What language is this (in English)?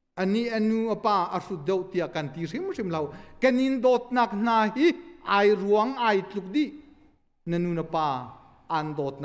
Hakha Chin